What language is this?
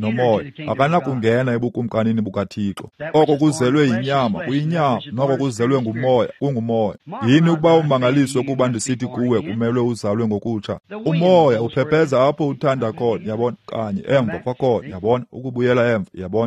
Xhosa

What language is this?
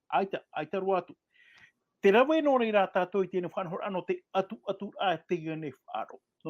Tahitian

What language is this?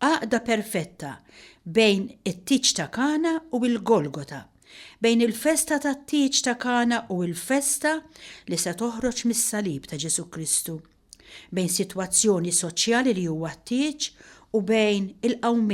Maltese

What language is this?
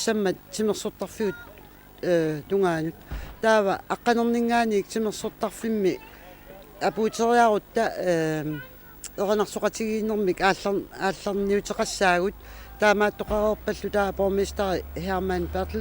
Kalaallisut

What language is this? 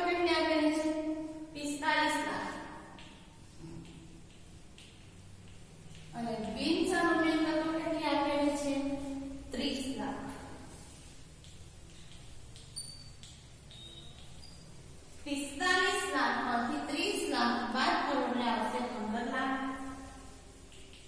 Gujarati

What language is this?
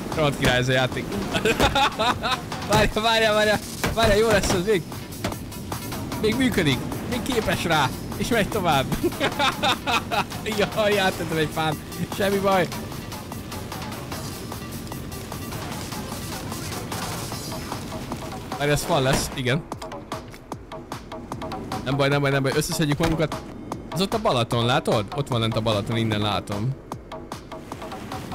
Hungarian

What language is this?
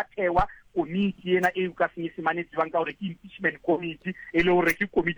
Tswana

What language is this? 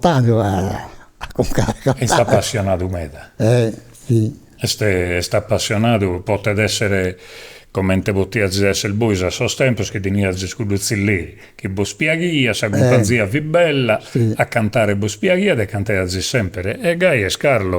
Sardinian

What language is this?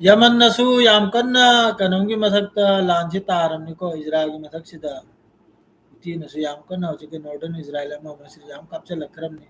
Manipuri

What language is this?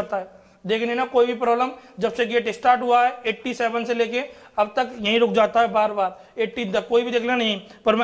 Hindi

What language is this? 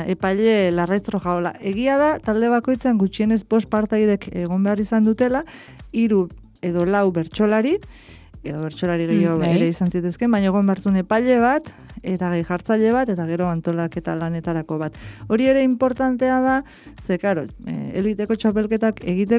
Basque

